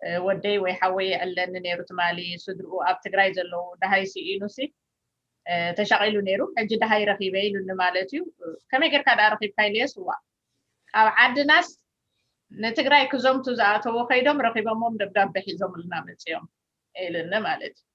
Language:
Tigrinya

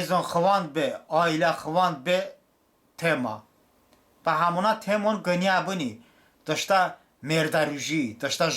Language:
Talysh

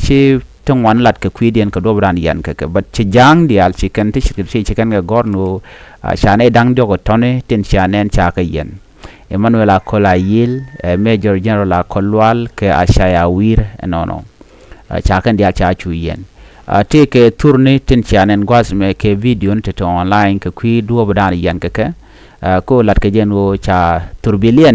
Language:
Nuer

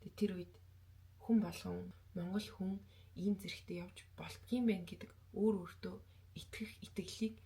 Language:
Mongolian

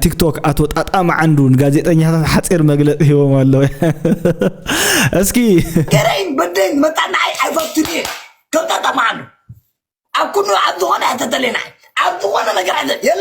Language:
Tigrinya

